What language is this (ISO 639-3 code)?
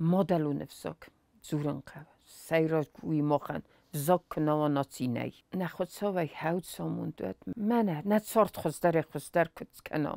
oss